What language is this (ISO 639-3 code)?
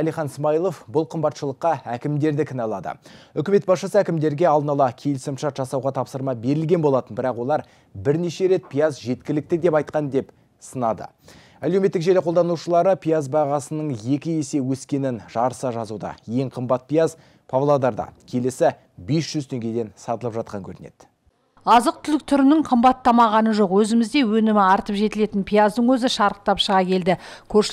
kaz